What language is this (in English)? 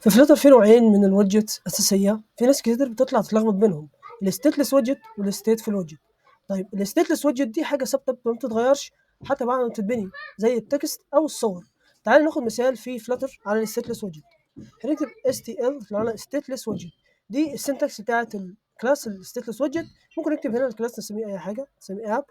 Egyptian Arabic